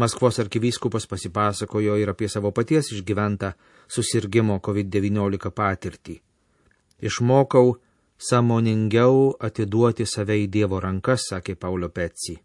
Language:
Lithuanian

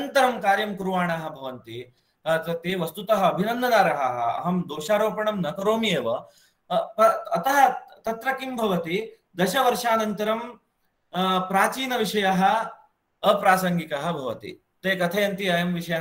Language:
Sanskrit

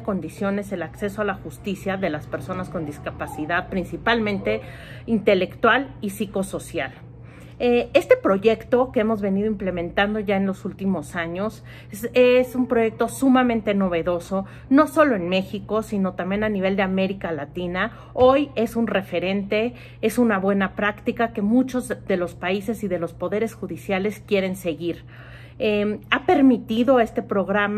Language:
Spanish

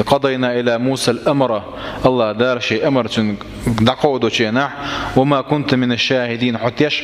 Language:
Chechen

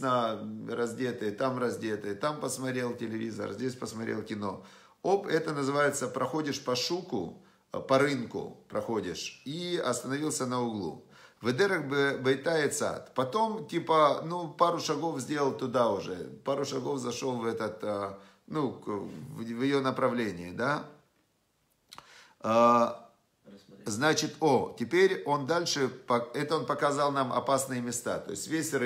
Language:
Russian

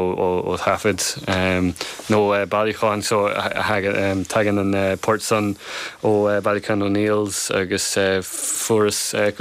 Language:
Irish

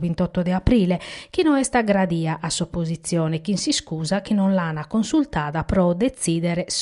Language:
Sardinian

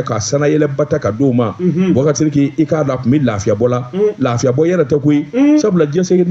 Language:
Bambara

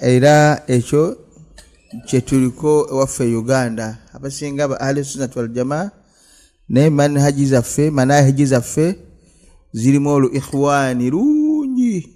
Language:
Ganda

